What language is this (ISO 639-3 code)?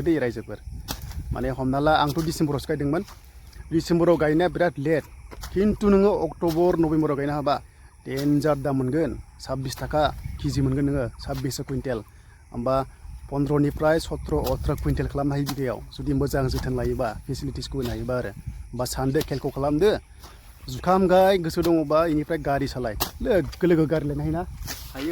brx